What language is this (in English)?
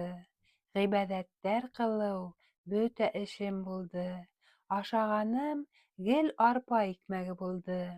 Bashkir